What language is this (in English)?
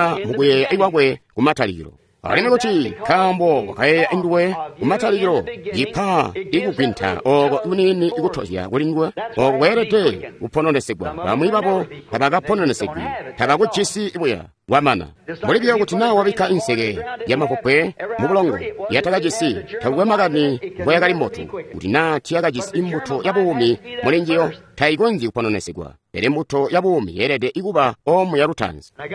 Tonga (Zambia)